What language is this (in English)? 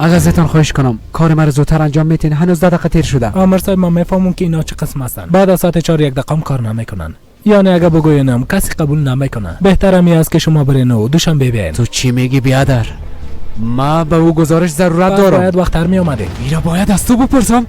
Persian